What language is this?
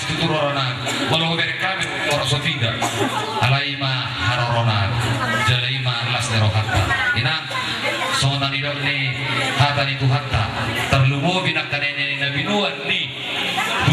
Batak Toba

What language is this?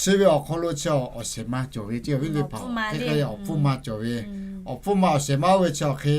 Lahu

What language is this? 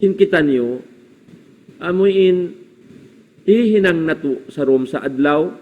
Tausug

